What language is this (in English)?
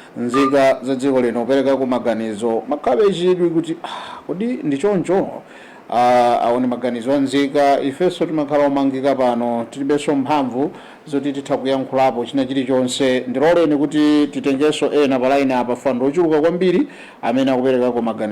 Nyanja